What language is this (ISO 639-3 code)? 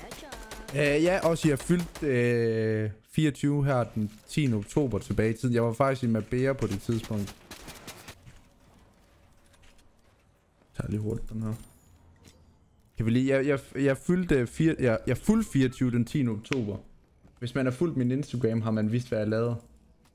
dan